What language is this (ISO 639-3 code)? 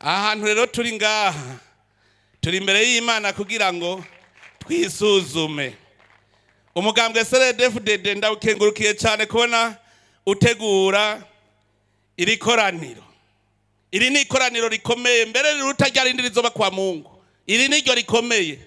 run